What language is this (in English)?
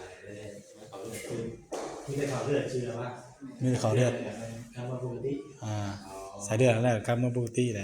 Northeastern Thai